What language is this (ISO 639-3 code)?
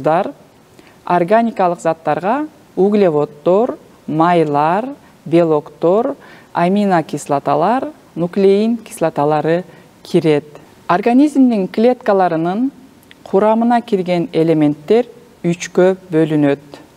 kir